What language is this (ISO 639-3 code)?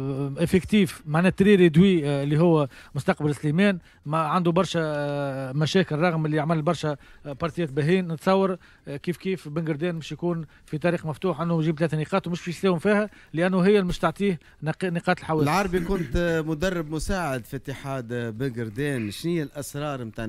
aeb